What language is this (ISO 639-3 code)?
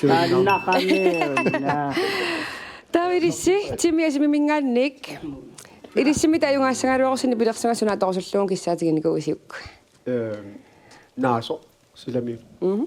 kal